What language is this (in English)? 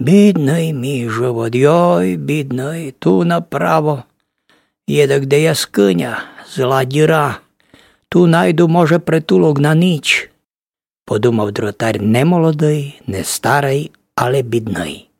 Rusyn